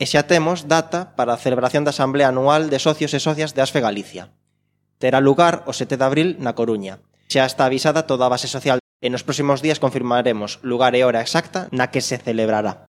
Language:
Galician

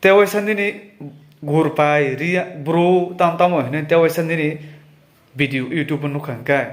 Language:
Kok Borok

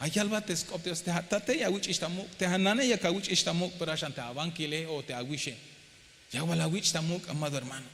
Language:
Tzeltal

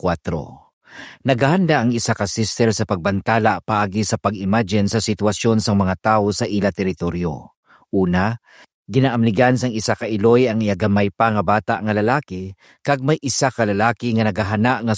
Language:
Hiligaynon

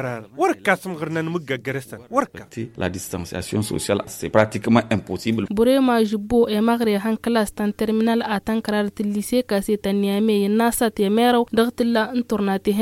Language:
Tamasheq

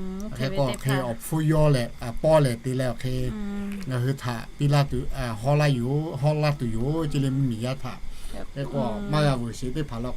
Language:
Lahu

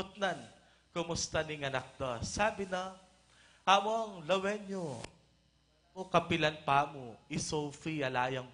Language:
Pampanga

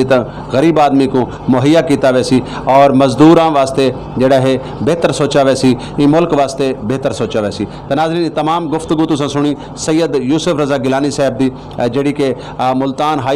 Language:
Saraiki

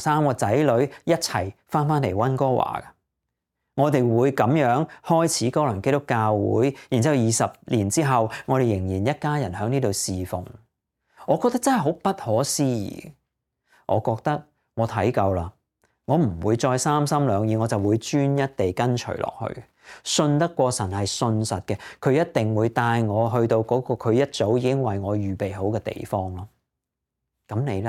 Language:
Cantonese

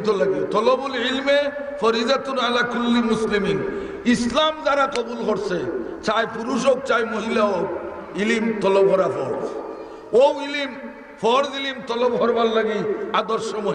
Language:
Sylheti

